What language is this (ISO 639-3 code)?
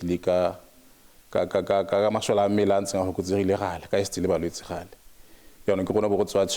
tsn